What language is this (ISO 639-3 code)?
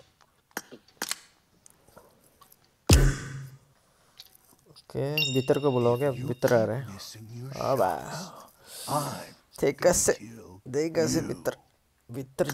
hin